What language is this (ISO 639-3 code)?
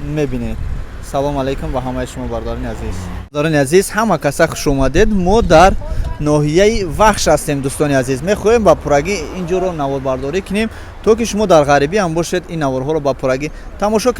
tgk